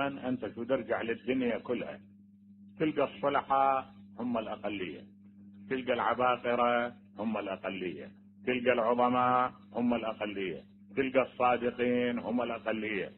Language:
Mesopotamian Arabic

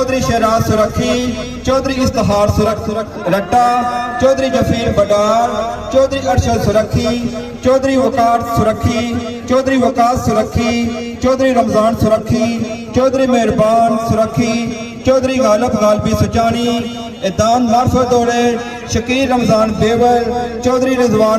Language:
Pahari-Potwari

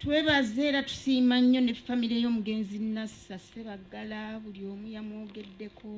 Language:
Ganda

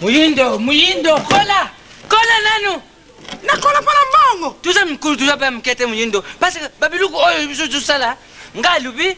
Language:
Lingala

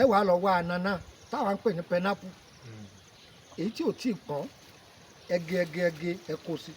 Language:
Yoruba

